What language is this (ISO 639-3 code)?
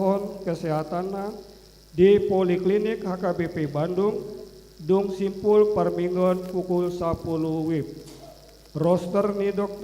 bbc